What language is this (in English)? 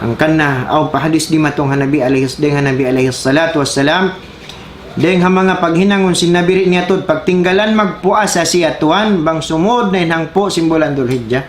Tausug